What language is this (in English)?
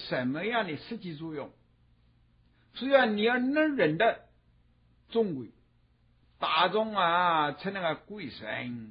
Chinese